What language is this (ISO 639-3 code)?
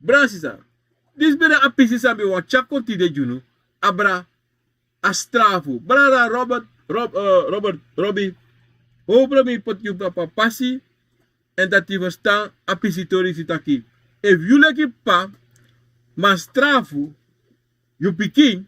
srn